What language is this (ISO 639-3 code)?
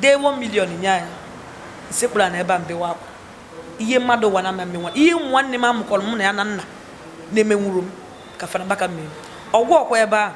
ibo